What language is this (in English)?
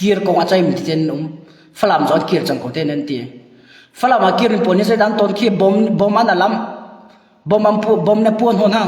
Hakha Chin